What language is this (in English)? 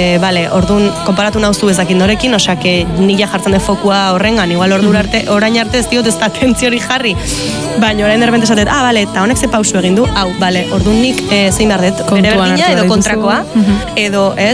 Basque